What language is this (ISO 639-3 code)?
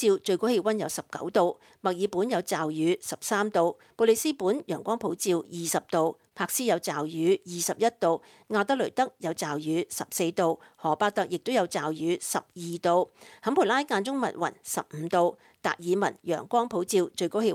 yue